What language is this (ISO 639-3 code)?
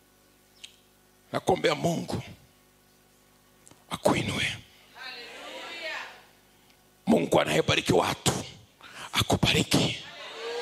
swa